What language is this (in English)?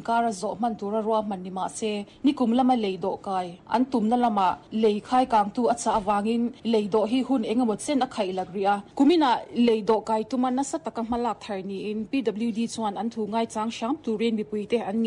Mizo